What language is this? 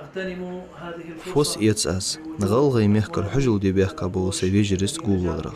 Ingush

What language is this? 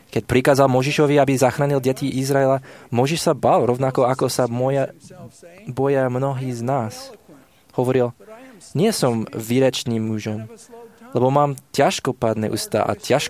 Slovak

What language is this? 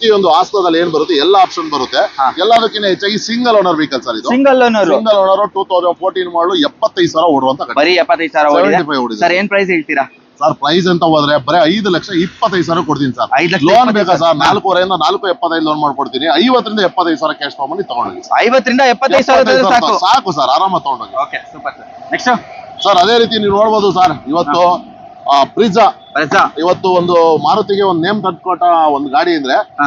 Kannada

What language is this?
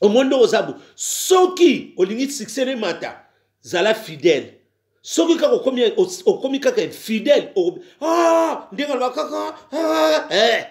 Lingala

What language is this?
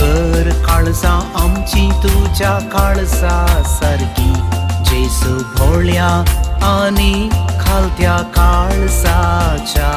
Konkani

